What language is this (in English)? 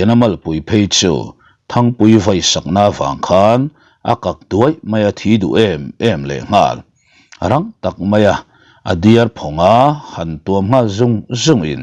Mizo